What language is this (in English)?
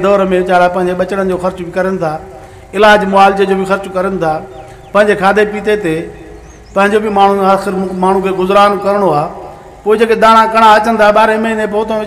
Sindhi